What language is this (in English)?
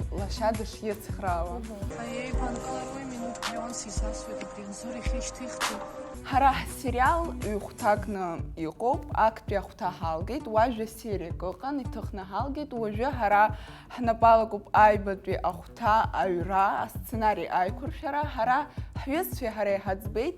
Abkhazian